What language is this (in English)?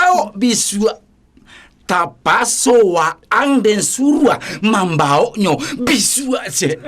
Minangkabau